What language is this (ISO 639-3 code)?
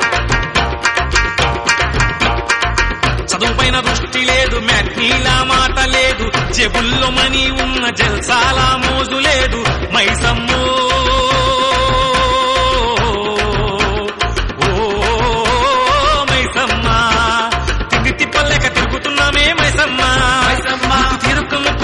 tel